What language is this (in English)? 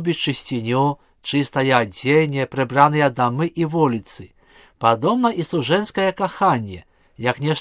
Belarusian